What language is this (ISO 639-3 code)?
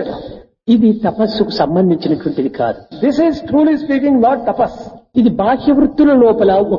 tel